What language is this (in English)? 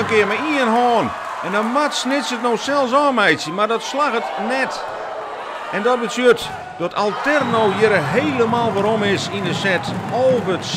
Western Frisian